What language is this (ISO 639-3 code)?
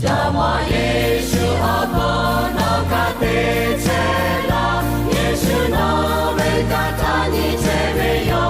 lhu